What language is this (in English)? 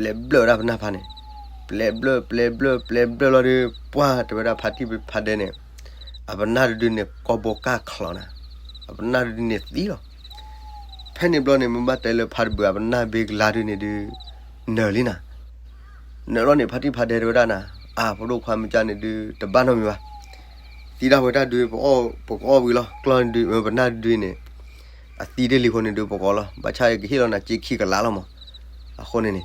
S'gaw Karen